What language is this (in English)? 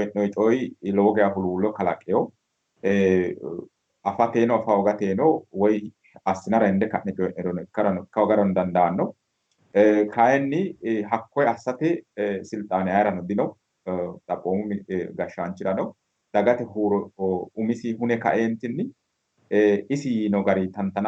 Sidamo